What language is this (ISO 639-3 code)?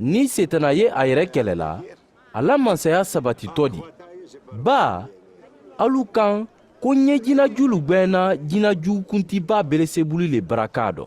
man